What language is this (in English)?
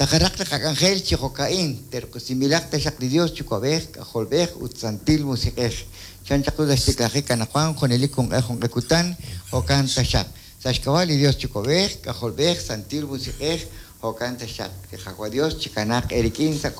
Kekchí